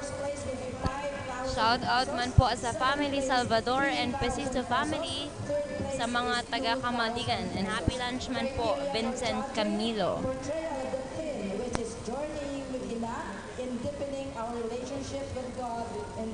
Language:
Bikol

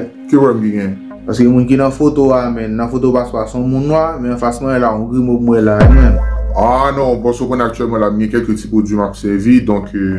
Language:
Haitian Creole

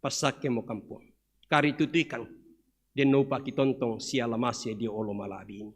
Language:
Toraja-Sa'dan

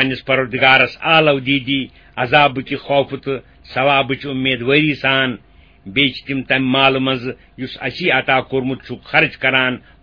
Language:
Kashmiri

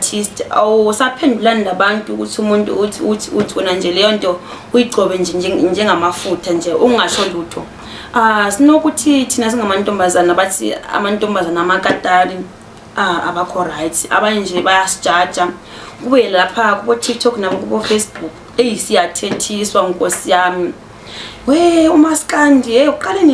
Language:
Zulu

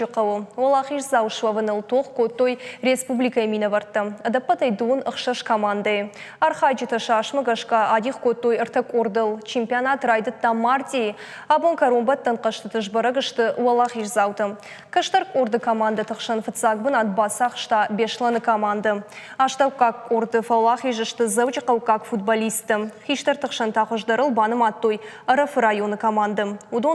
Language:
Ossetic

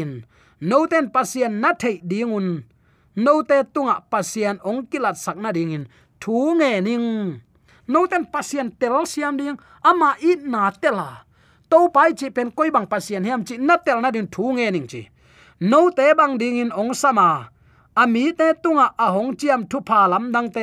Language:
Tedim Chin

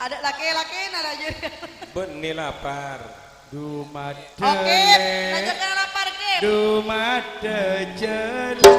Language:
Madurese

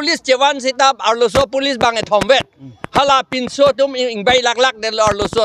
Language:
Karbi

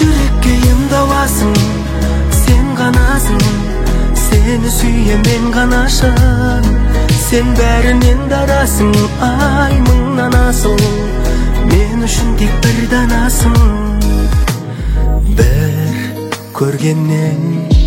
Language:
Kazakh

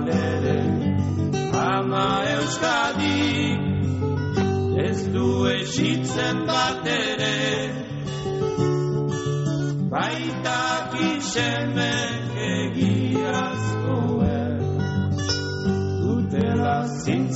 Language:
Basque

